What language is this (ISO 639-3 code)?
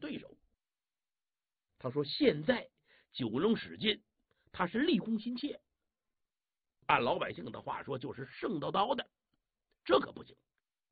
zho